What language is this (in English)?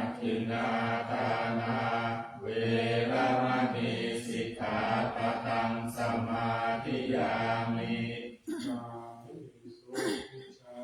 Pali